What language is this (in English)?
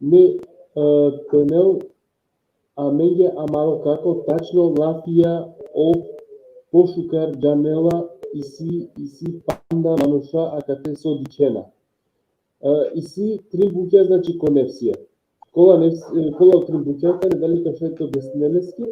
Balkan Romani